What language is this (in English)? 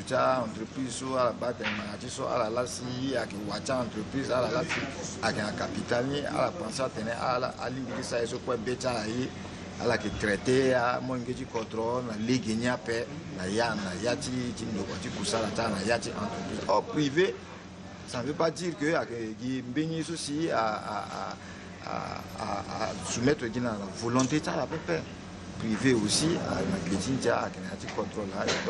Sango